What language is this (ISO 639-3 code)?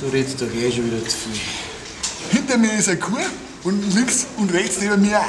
bar